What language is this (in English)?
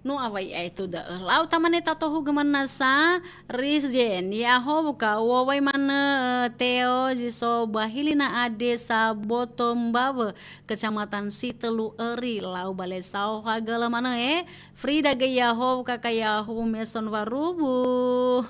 Nias